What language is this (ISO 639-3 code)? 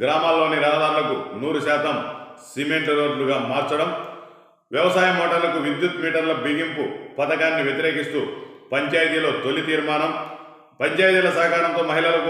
tel